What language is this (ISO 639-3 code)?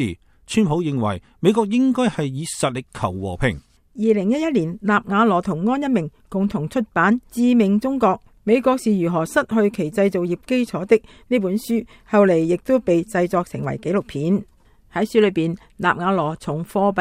yue